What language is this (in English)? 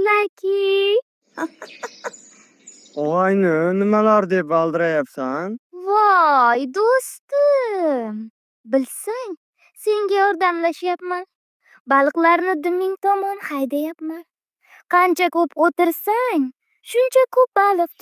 Uzbek